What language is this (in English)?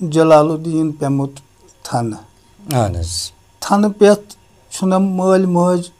Kashmiri